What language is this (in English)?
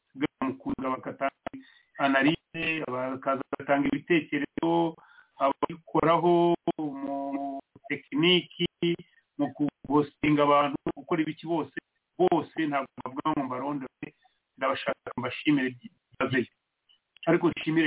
Kinyarwanda